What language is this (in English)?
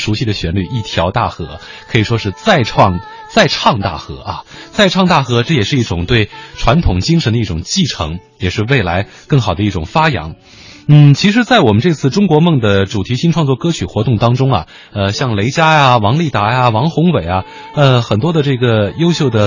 Chinese